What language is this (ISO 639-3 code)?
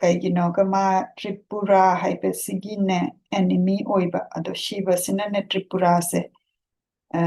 mni